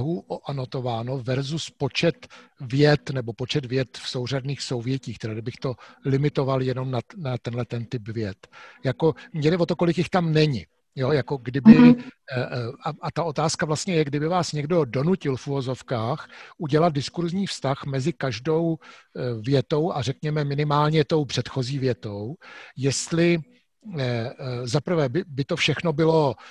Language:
Czech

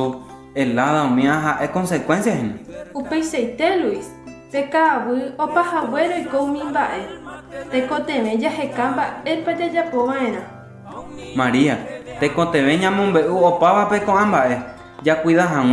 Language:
Guarani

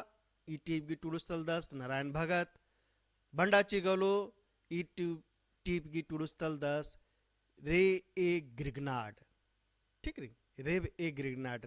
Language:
Kurukh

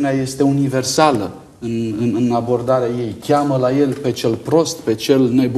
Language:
Romanian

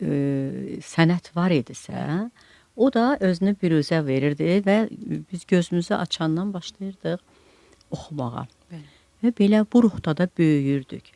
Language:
Azerbaijani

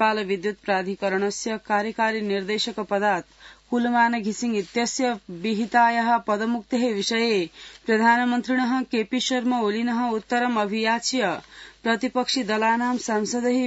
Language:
Sanskrit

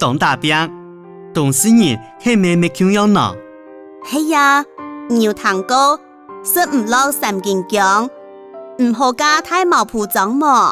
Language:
Hakka Chinese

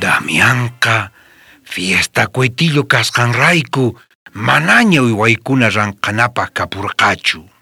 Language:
South Bolivian Quechua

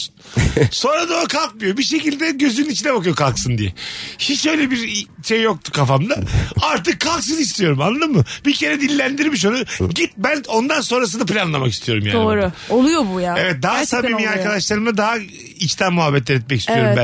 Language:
Turkish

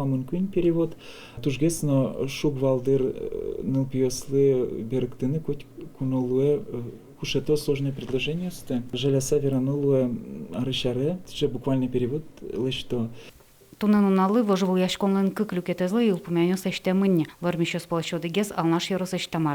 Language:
Udmurt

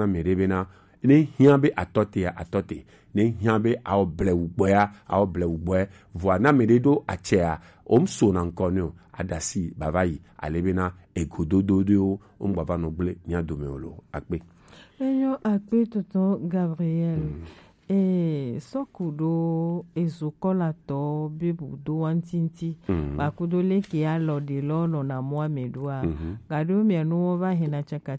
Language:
Gen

